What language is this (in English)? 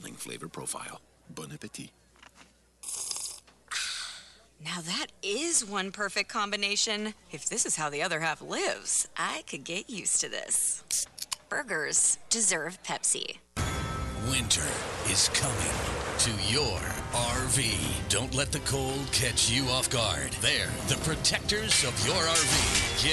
English